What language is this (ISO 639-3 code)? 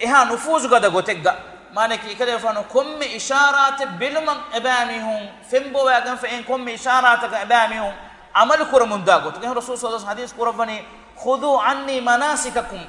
div